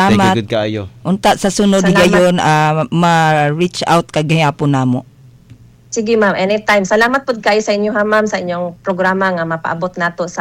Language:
Cebuano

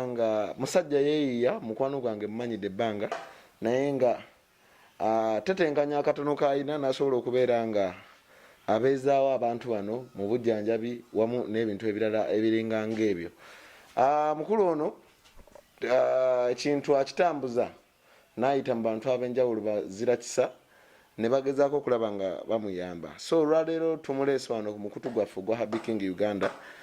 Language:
Ganda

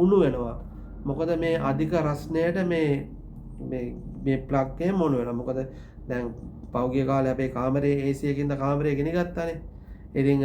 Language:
Sinhala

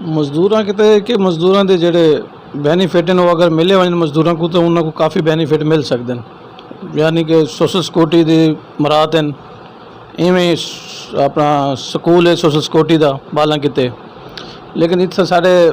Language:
Saraiki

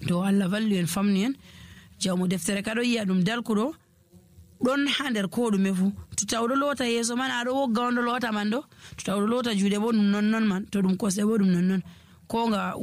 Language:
Nigerian Fulfulde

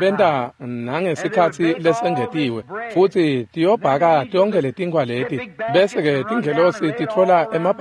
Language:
Swati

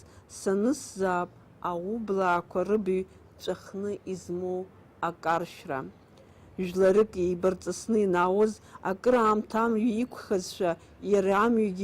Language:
Abkhazian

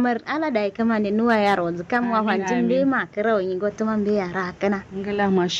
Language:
Kanuri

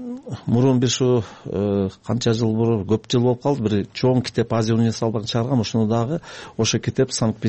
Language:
Kyrgyz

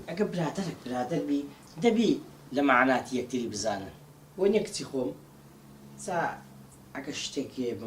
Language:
Central Kurdish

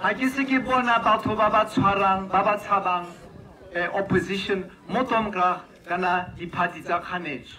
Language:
Tswana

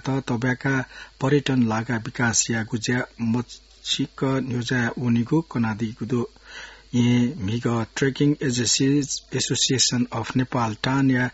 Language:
Newari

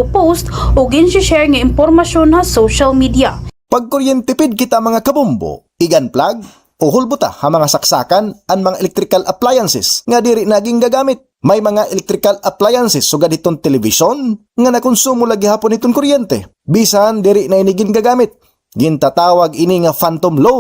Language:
Waray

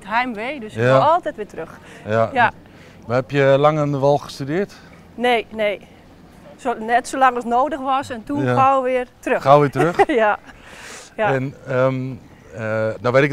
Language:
Dutch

